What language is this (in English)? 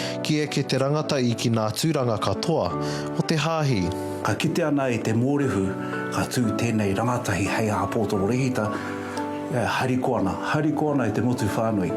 Māori